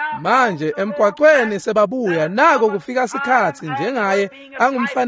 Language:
Swati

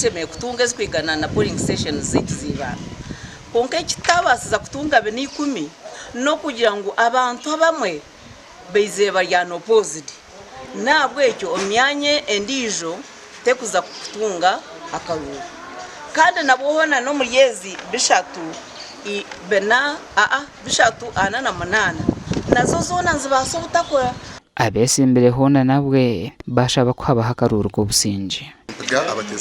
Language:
Nyankole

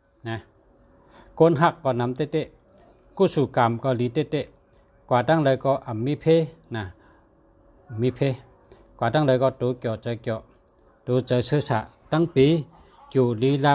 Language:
Shan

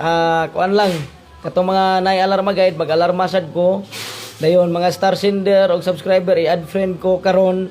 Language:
Cebuano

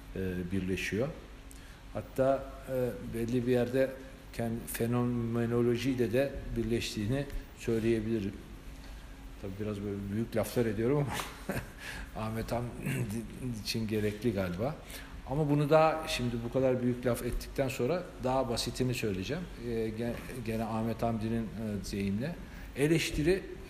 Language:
Turkish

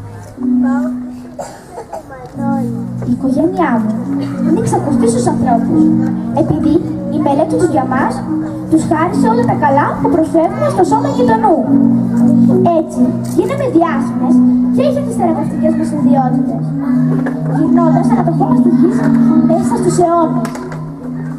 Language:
Greek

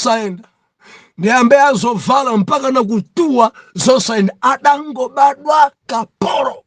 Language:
Nyanja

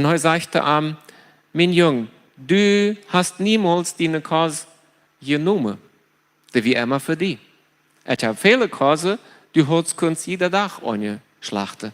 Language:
Plautdietsch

